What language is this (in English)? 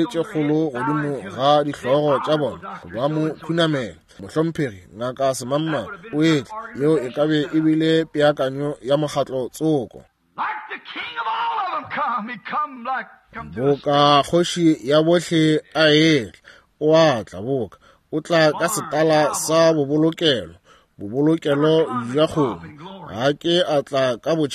Northern Sotho